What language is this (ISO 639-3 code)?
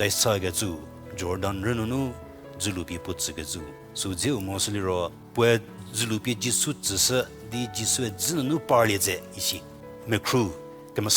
njm